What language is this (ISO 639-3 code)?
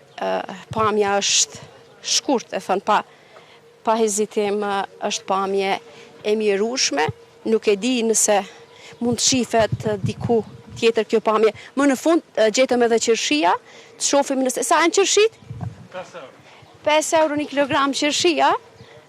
sqi